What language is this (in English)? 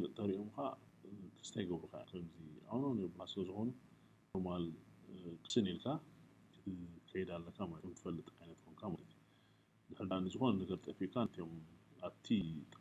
Tigrinya